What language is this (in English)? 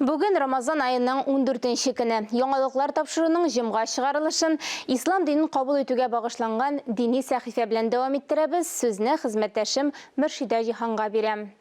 Tatar